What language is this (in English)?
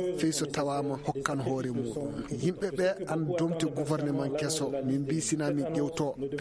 Maasina Fulfulde